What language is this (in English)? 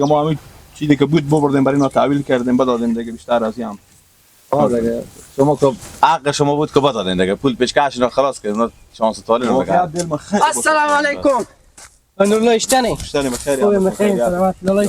Persian